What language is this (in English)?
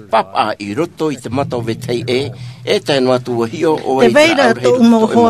Tahitian